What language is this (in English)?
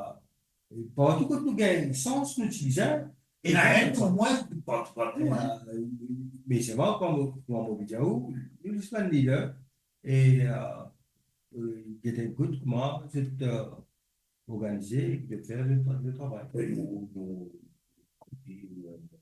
Morisyen